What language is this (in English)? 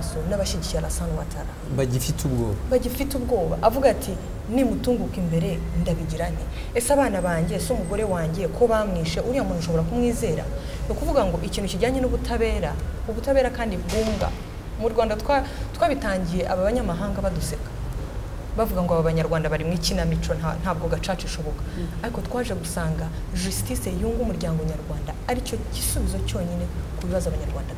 Kinyarwanda